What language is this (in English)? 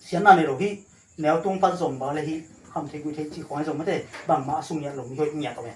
Tedim Chin